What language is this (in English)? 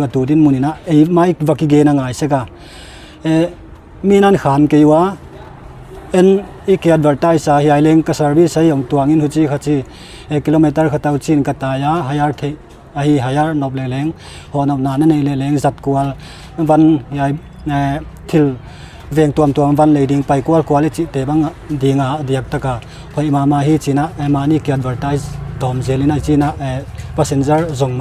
Paite Chin